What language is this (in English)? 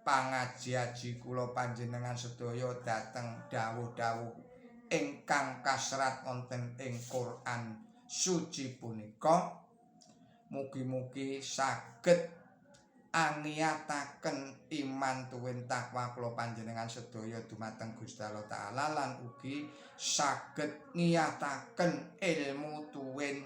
Javanese